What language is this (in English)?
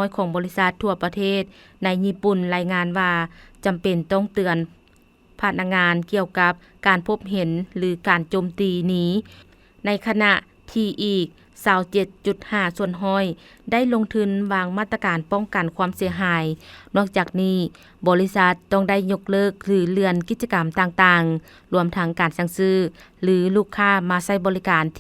Lao